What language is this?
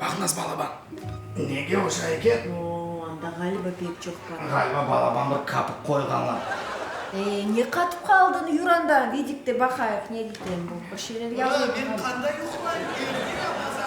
Crimean Tatar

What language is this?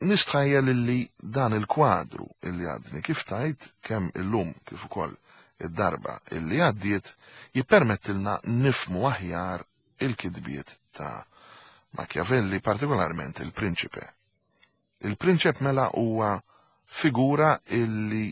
Maltese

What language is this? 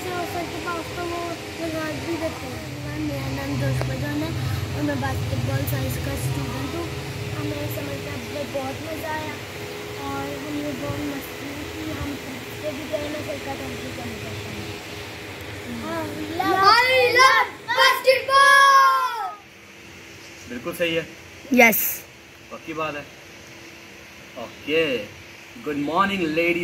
Hindi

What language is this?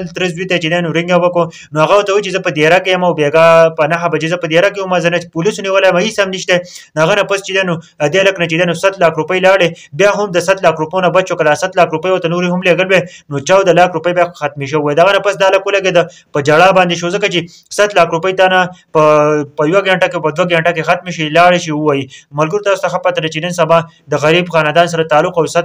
Pashto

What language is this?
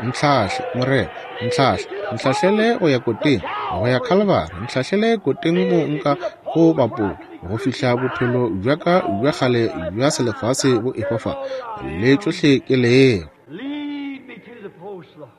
Northern Sotho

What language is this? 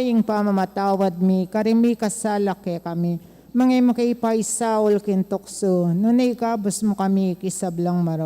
Pampanga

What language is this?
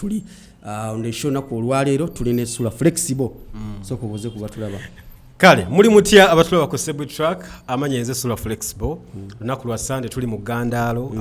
Ganda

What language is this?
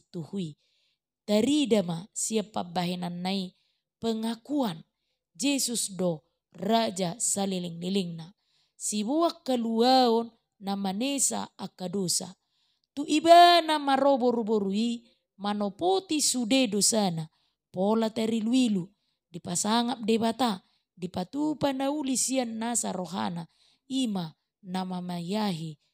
Batak Toba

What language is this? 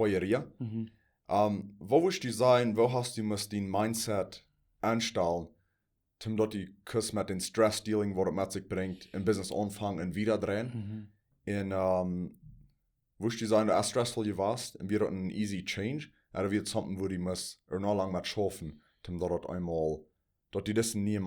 Plautdietsch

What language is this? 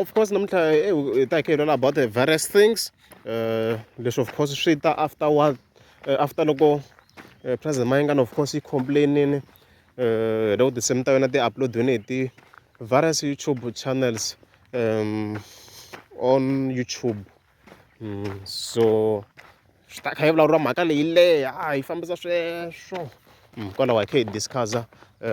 Tsonga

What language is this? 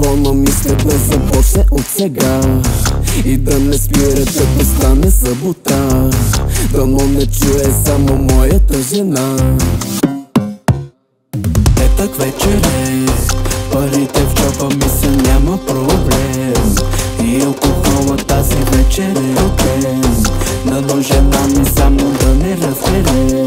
Bulgarian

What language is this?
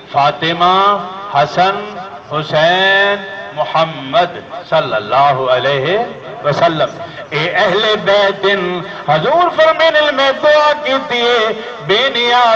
Saraiki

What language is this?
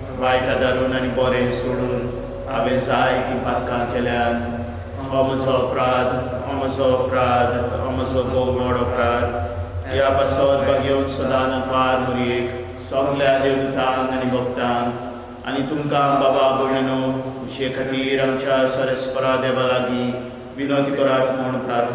Konkani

